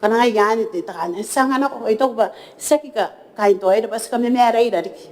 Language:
Gilbertese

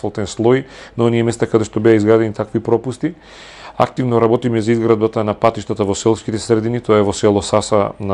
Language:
Macedonian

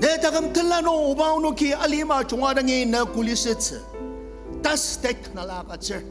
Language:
Ao Naga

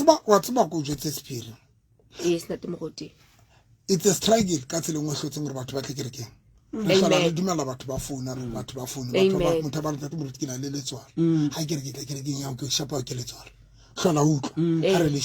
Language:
Southern Sotho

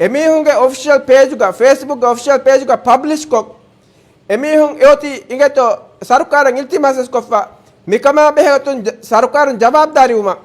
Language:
Divehi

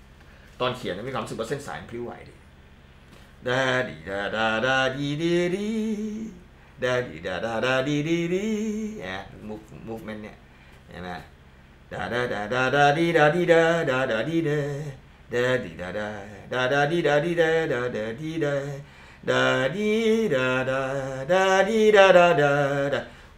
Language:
Thai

